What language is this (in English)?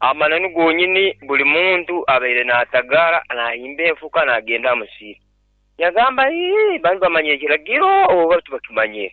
Nyoro